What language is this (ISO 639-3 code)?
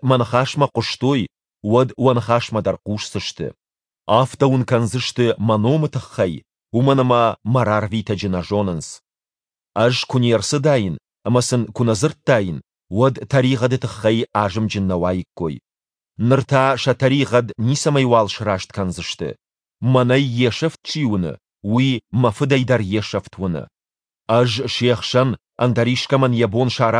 oss